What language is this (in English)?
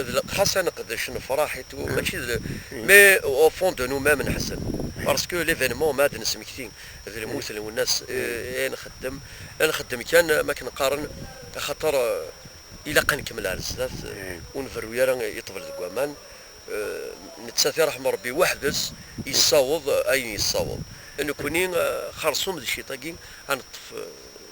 Kabyle